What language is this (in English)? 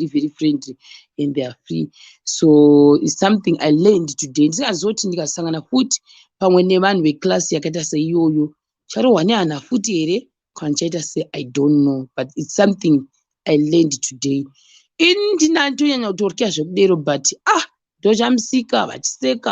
Shona